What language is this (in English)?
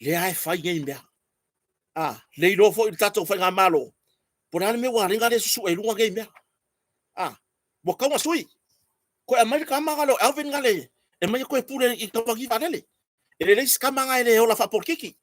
Samoan